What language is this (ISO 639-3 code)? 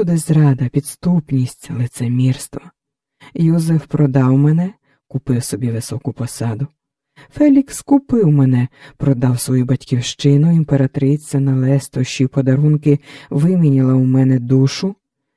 ukr